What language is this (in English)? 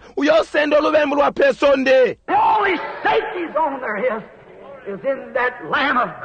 Bemba